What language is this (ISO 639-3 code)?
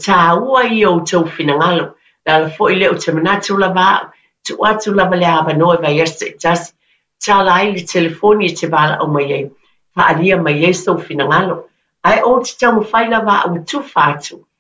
smo